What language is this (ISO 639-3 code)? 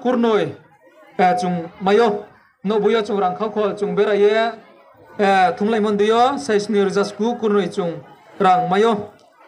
ria